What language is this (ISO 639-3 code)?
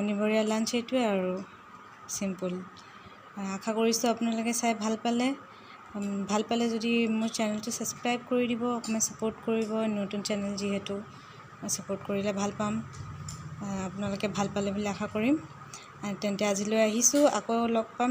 asm